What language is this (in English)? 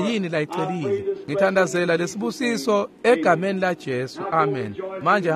Swati